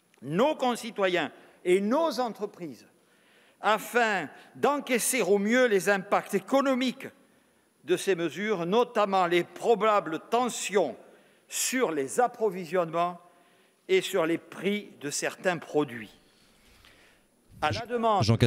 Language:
French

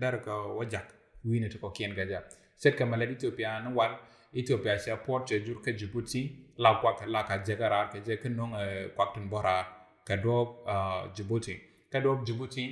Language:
Nuer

